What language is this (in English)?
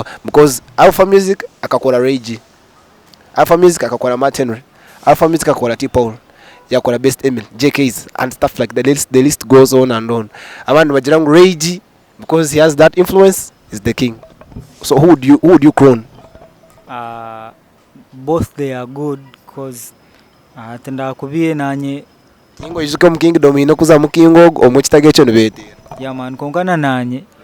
Nyankole